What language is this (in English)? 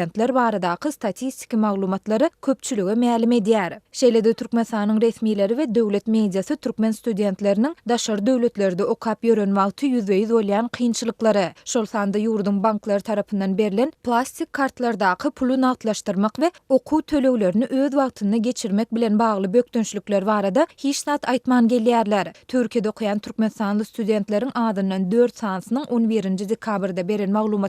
Turkmen